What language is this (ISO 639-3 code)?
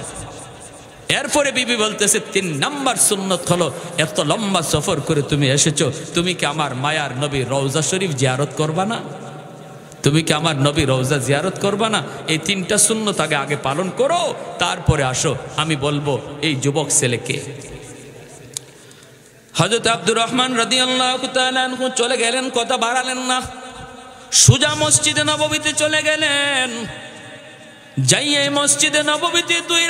ben